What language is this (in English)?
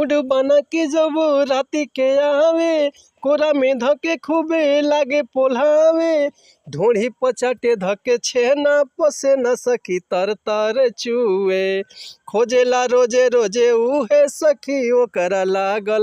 Bhojpuri